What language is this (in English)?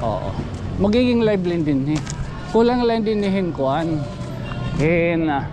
Waray